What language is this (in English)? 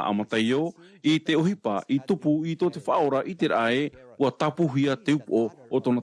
Tahitian